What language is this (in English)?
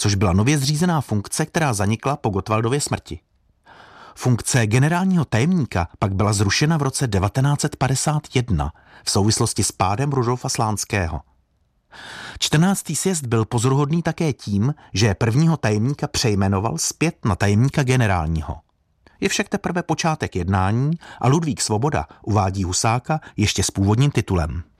Czech